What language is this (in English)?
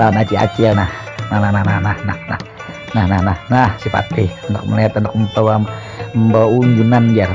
Banjar